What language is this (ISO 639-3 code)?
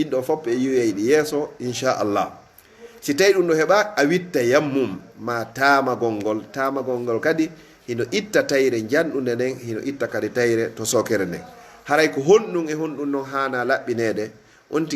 ful